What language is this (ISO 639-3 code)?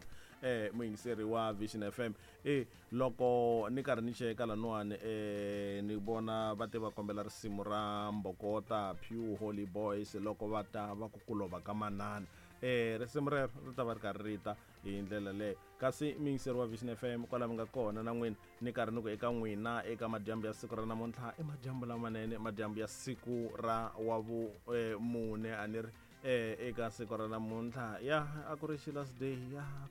tso